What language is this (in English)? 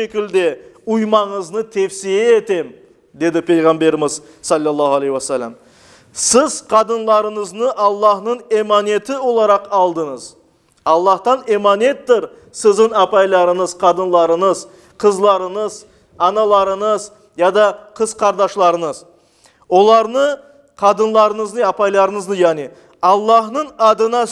Crimean Tatar